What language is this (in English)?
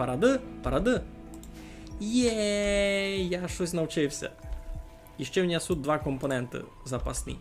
Rusyn